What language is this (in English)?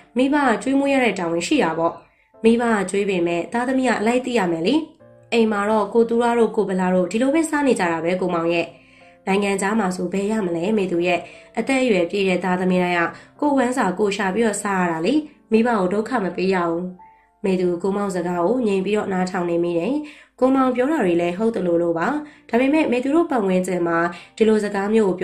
Burmese